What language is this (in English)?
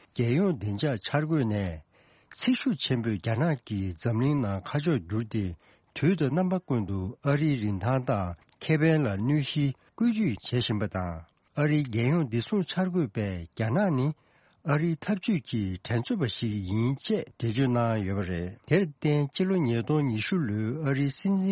Tibetan